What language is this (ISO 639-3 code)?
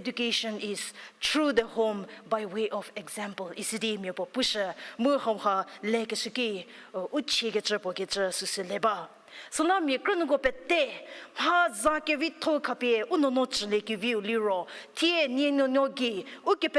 njm